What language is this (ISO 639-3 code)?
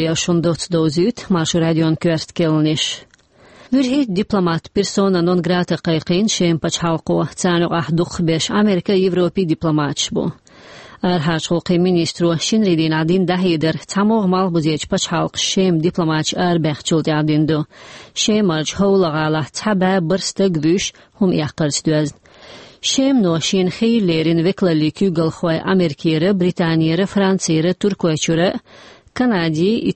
che